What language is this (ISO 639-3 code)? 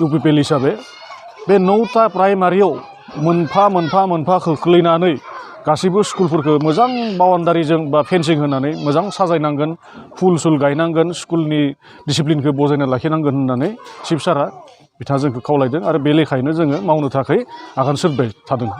brx